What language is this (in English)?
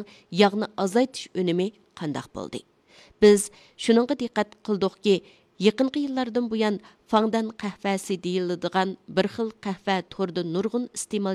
Uyghur